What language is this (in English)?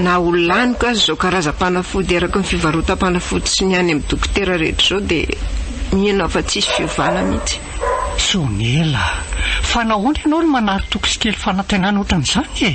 Malagasy